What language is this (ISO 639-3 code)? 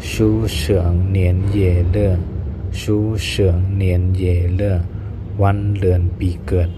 shn